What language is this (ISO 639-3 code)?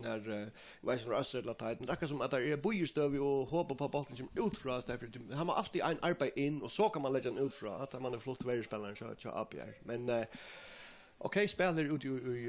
fao